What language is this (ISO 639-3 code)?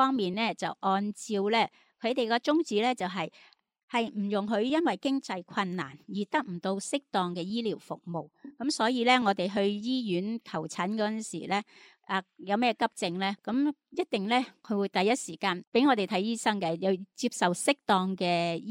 yue